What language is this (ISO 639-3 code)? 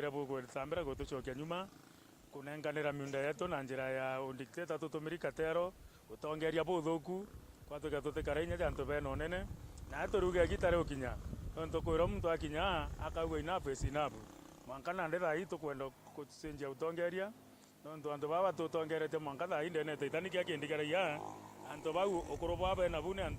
mer